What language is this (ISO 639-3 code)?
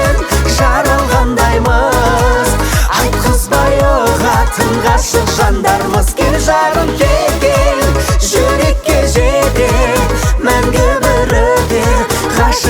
kaz